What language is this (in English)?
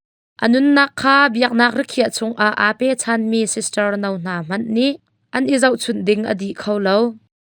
Hakha Chin